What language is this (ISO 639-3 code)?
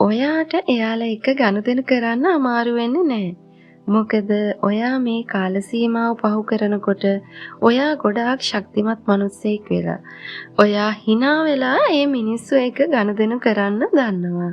sin